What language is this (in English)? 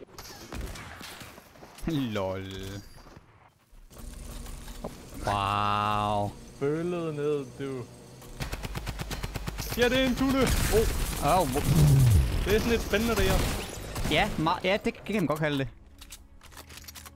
Danish